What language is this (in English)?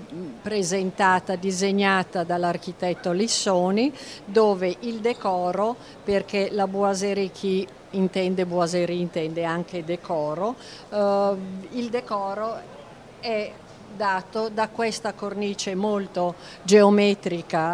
Italian